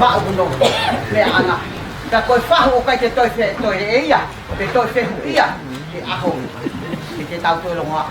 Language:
Tongan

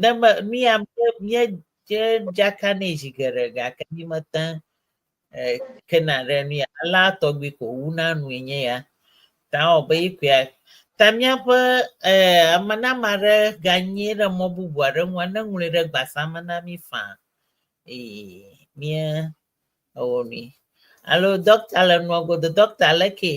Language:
Ewe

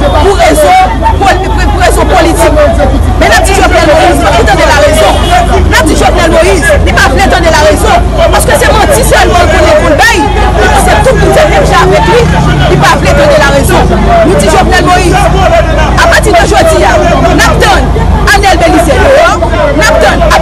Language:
Haitian Creole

